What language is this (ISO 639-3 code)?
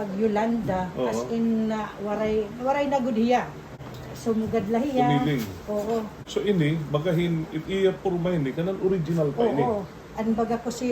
war